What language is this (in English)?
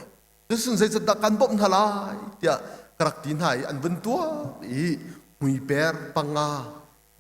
Hakha Chin